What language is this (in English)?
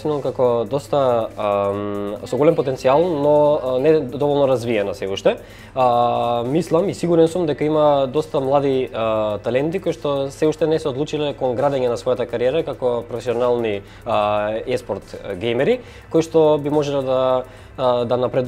Macedonian